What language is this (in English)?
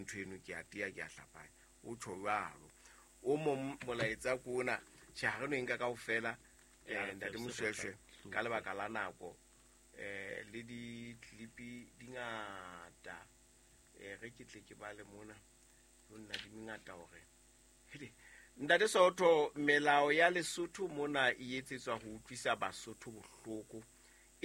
Southern Sotho